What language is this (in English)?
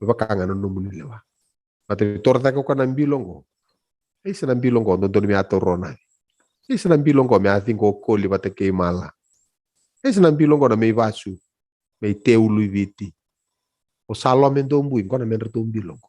Fijian